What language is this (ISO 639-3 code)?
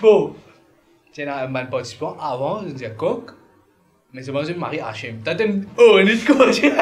mfe